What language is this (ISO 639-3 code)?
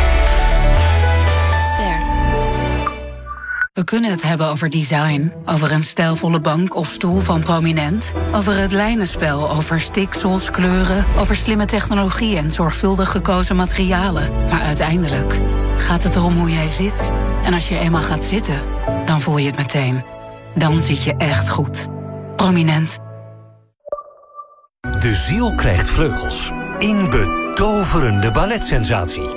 nld